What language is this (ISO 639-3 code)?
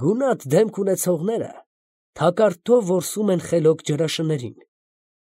hye